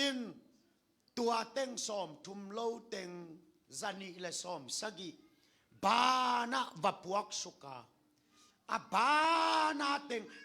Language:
Tedim Chin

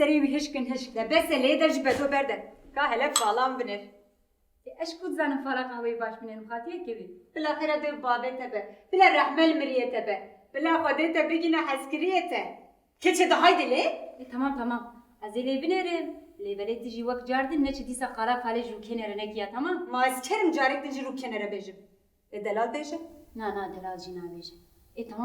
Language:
Kurdish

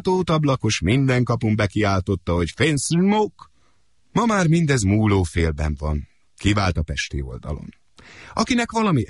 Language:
Hungarian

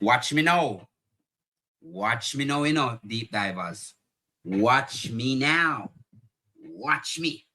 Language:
Jamaican Creole English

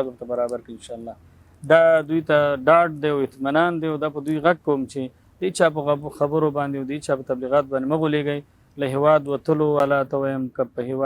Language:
Pashto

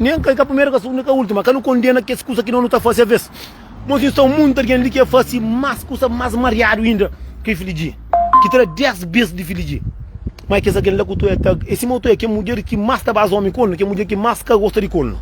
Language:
Kabuverdianu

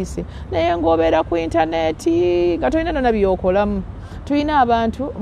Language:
Ganda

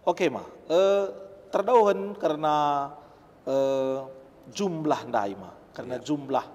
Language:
Batak Karo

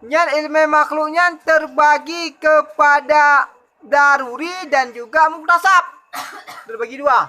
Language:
Achinese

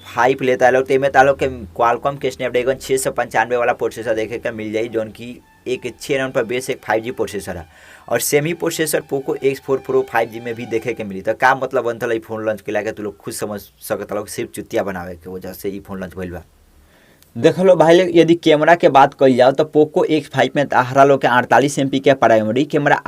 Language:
Bhojpuri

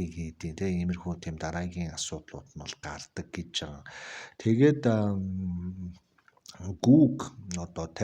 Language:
Mongolian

